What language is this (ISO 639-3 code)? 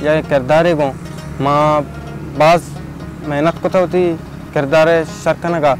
bal